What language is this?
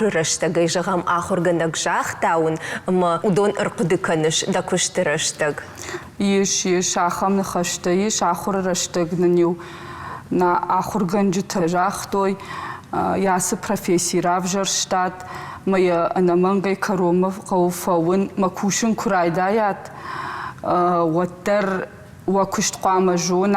Ossetic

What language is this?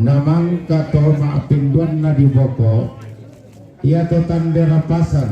Toraja-Sa'dan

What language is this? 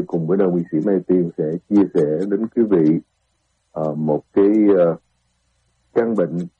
Vietnamese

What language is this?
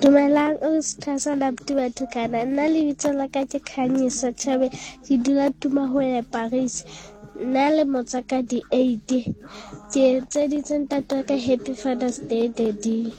Southern Sotho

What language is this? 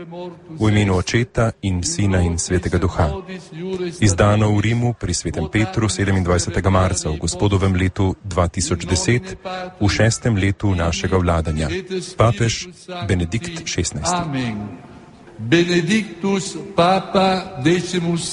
Slovenian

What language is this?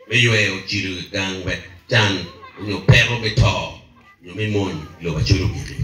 Acoli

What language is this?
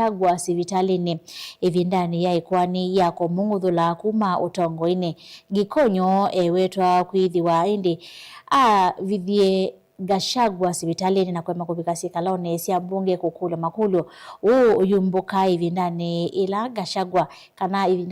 Kamba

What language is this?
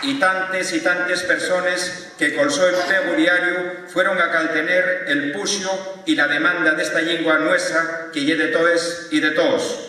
Asturian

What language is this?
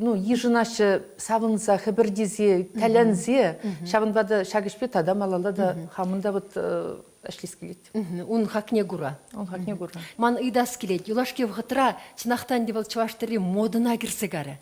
Chuvash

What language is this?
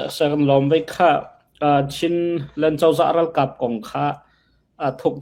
Hakha Chin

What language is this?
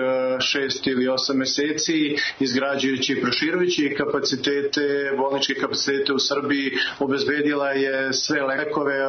Serbian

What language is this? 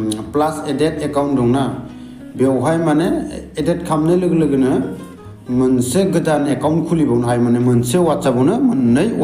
Bodo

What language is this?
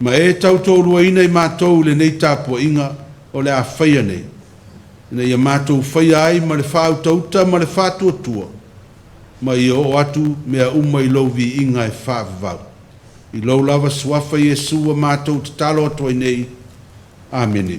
Samoan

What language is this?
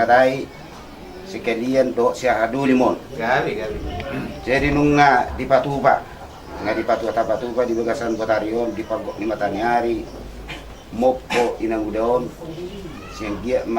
Batak Toba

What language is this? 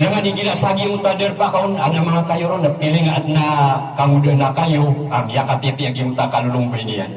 Maranao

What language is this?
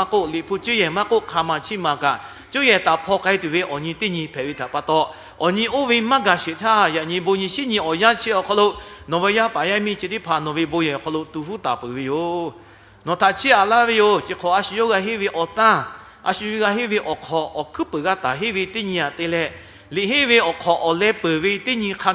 Lahu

